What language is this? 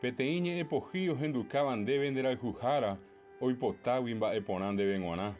Guarani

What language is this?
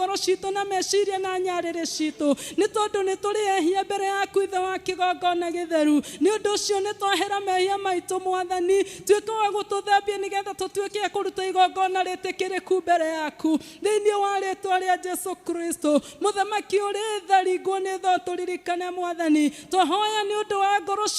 Kikuyu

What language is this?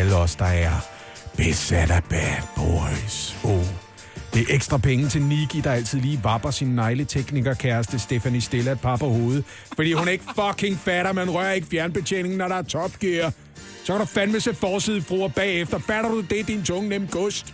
Danish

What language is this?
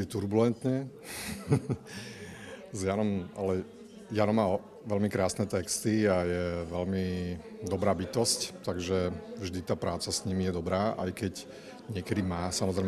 Slovak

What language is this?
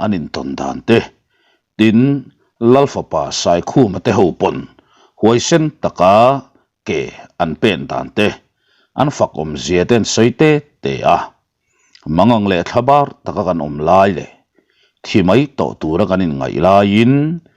Mizo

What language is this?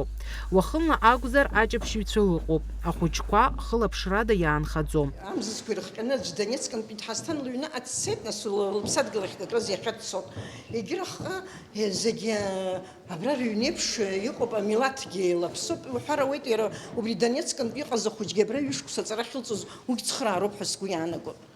Abkhazian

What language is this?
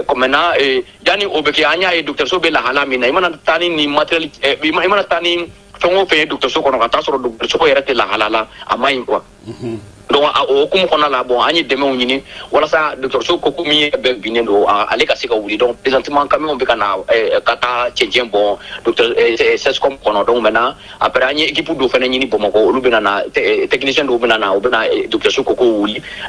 Bambara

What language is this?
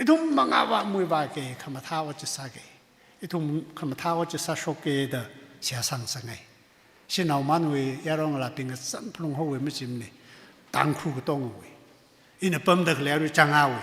Tangkhul Naga (India)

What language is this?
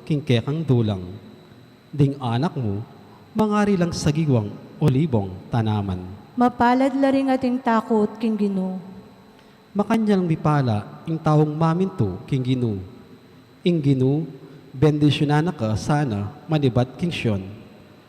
Pampanga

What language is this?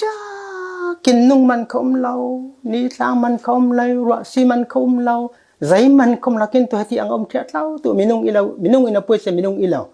Falam Chin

